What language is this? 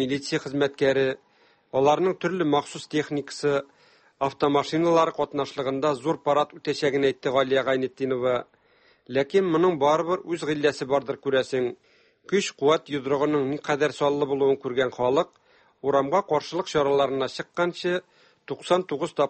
Tatar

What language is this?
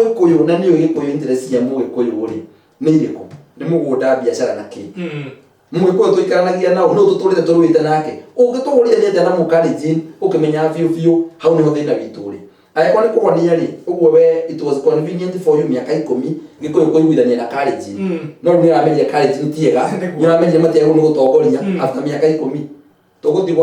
Kikuyu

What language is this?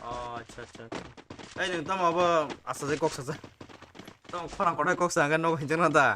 Kok Borok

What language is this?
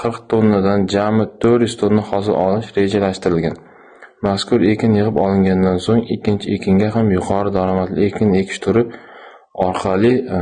Uzbek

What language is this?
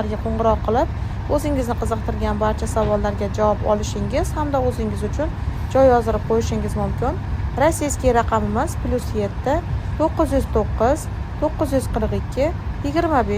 Uzbek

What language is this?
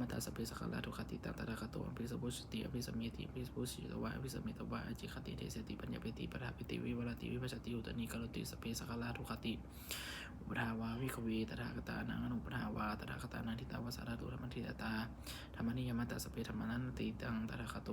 Pali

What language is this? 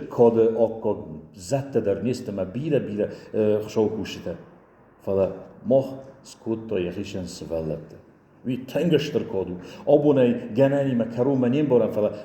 Ossetic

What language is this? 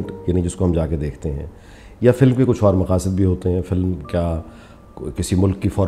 Urdu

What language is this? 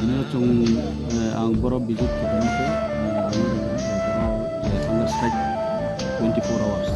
Riang (India)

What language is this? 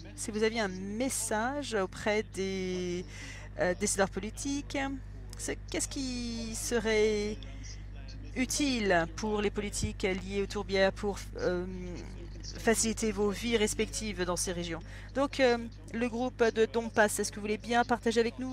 French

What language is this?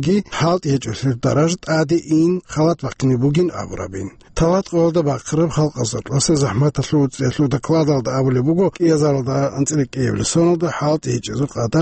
Avaric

